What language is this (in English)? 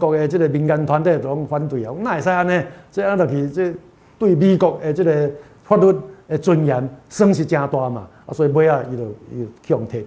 Min Nan Chinese